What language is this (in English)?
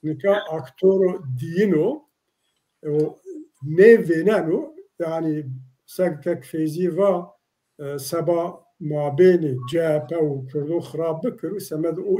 Zaza